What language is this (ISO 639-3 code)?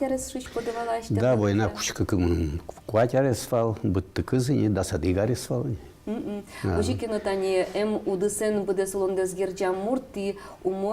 udm